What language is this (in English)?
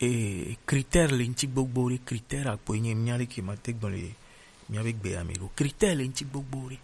Gen